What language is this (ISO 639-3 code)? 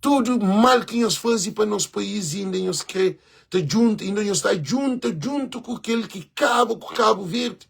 kea